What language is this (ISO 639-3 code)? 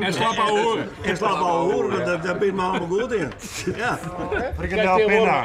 fry